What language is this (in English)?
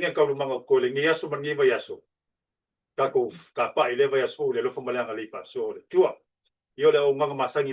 Samoan